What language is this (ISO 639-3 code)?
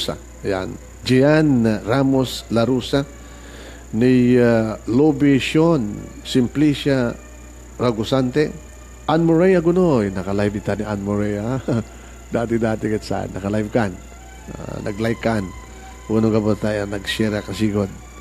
ilo